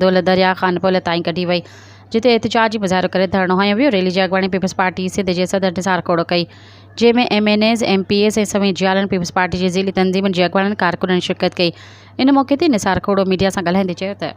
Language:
Sindhi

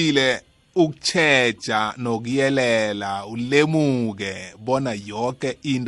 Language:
South Ndebele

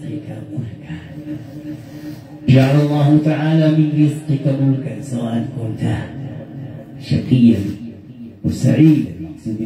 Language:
Arabic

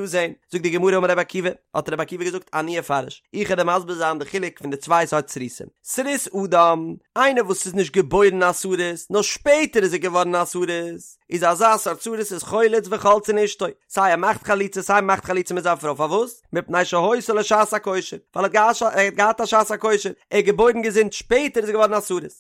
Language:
Yiddish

